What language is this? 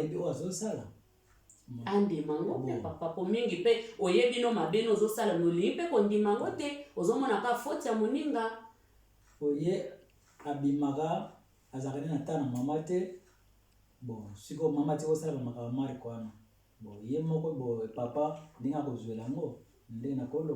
Lingala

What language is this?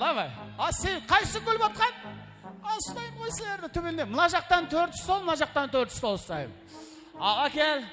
Kara-Kalpak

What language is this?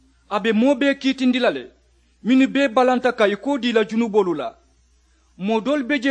Mandingo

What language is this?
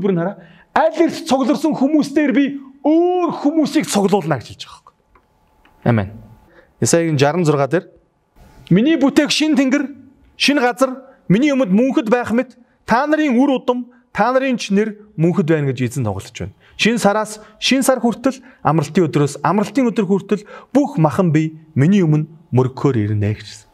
Mongolian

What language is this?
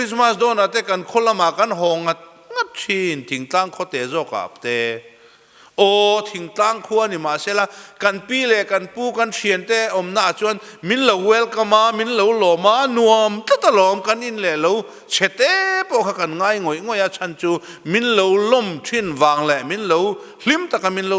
Mizo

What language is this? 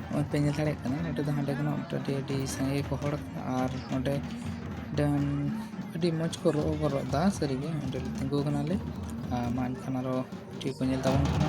Santali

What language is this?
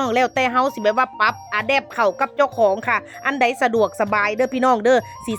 Northeastern Thai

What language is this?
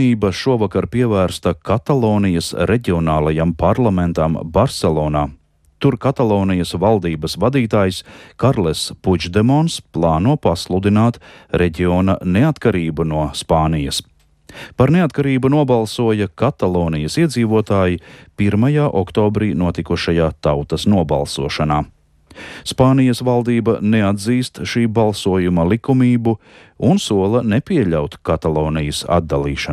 Latvian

